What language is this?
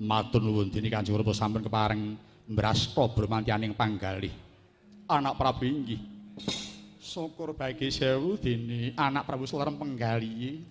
Javanese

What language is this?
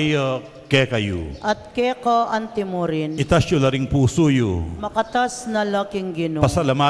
Pampanga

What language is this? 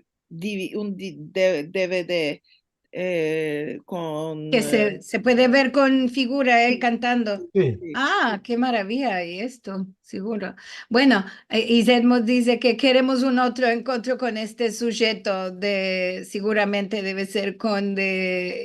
Ladino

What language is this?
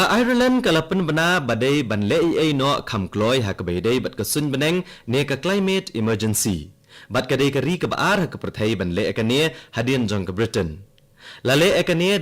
Khasi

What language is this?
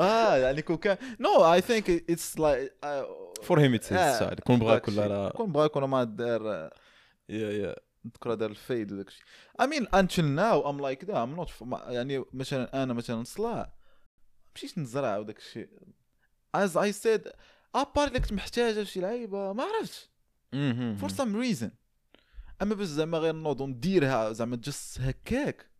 Moroccan Arabic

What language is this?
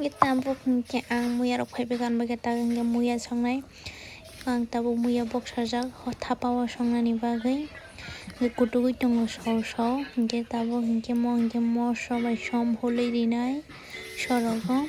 Kok Borok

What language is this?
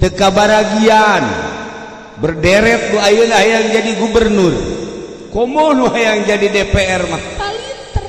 Sundanese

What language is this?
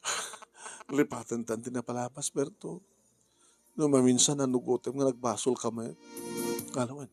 Iloko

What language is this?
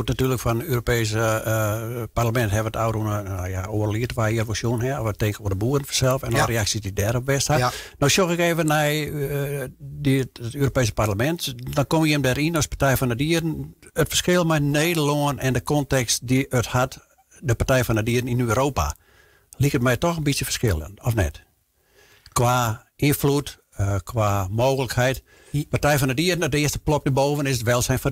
Western Frisian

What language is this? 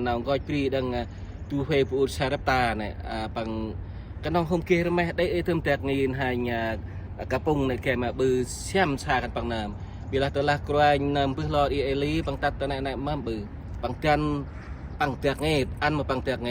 Central Mnong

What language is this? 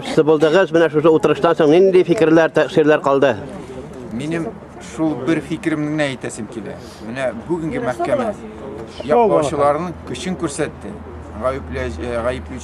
Tatar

